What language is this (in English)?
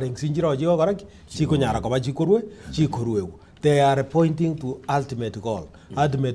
Gusii